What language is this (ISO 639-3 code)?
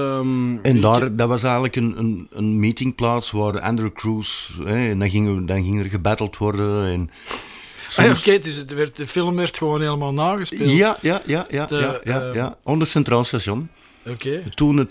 nld